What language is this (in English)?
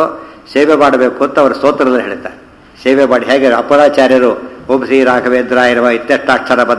Kannada